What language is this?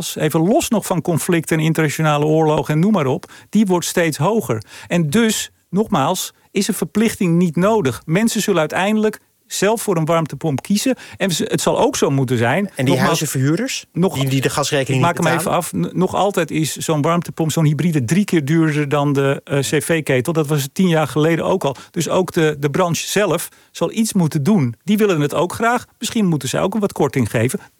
Dutch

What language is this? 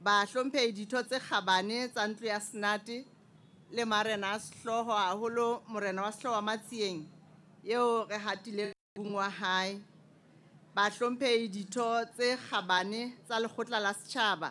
Southern Sotho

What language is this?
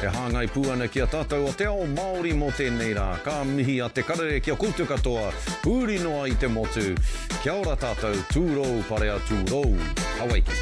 Māori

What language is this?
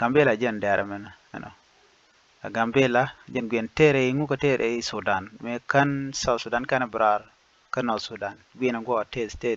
Nuer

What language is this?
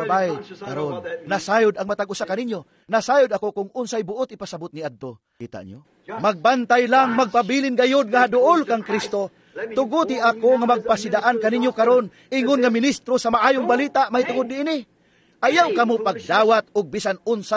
Cebuano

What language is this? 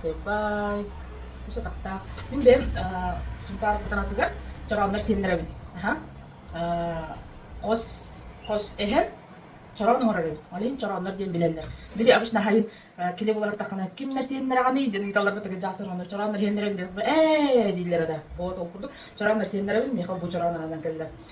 Yakut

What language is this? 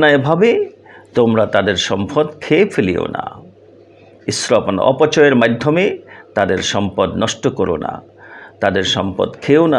Bangla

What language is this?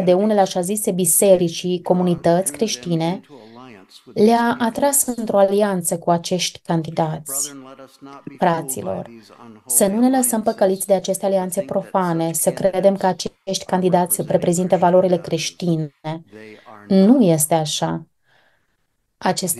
Romanian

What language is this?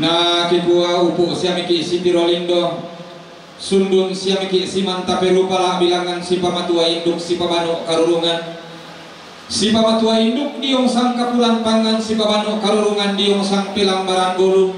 Toraja-Sa'dan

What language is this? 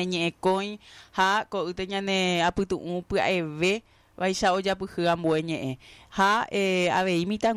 Guarani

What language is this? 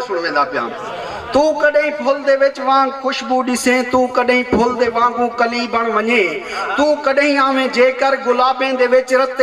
Saraiki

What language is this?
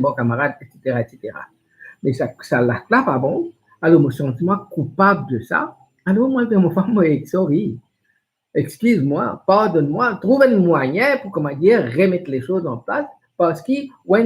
Morisyen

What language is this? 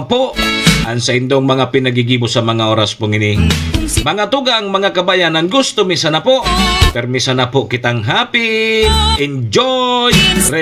Bikol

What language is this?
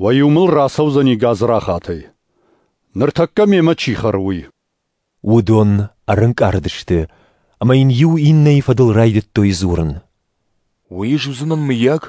Ossetic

